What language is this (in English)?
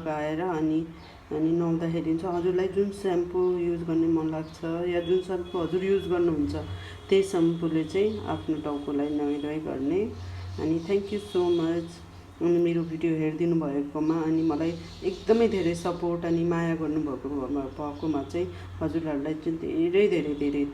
Nepali